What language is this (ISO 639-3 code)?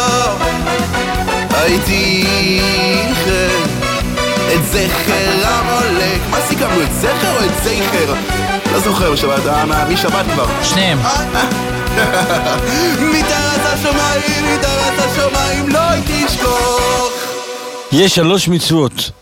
heb